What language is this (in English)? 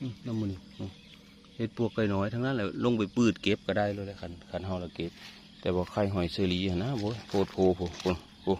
Northeastern Thai